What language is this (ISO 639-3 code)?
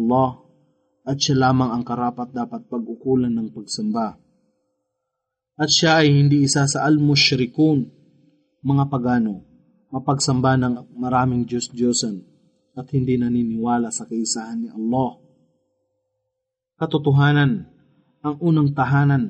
fil